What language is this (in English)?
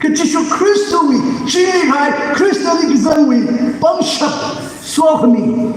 Tangkhul Naga (India)